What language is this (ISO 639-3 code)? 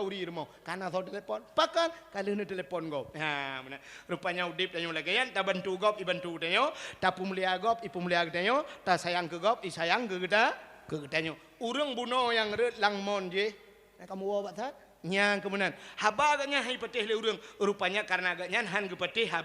ace